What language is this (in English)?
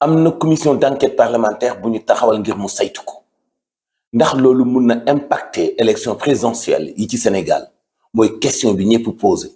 Wolof